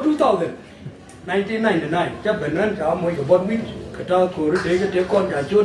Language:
Nuer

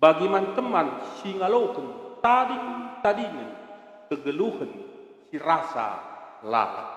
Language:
Batak Karo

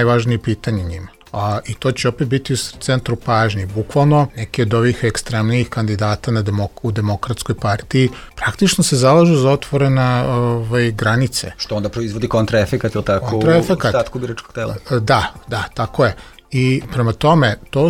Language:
Serbian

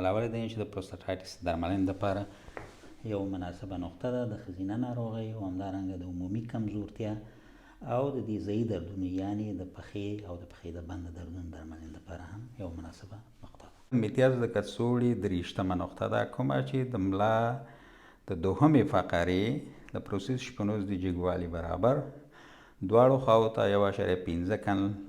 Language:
Pashto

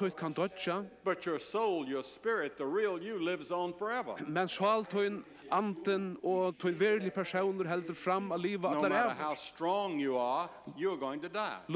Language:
Faroese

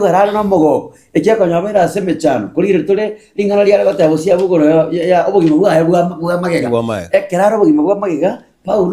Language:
Gusii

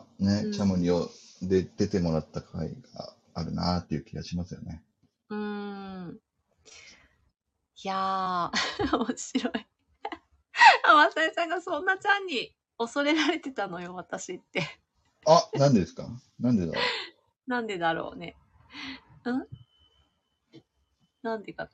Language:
Japanese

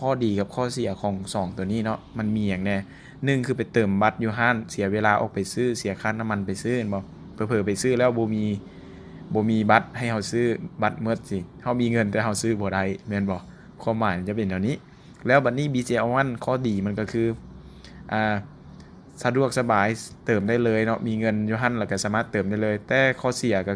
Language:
Lao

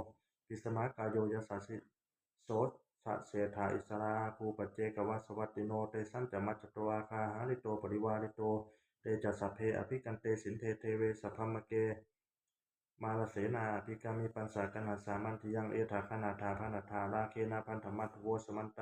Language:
Pali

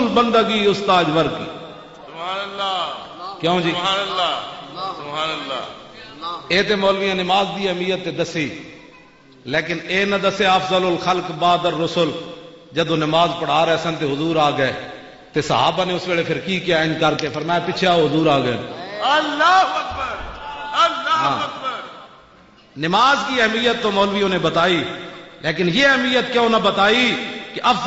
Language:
Western Panjabi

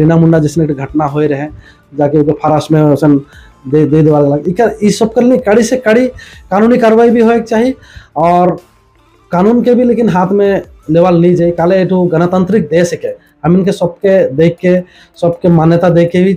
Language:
Sadri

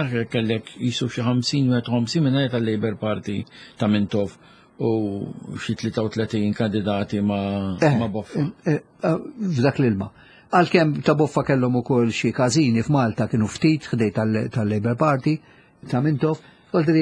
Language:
Maltese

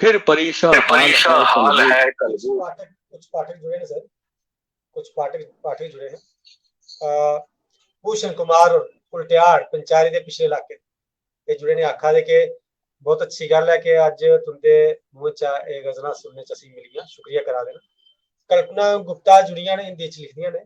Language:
Dogri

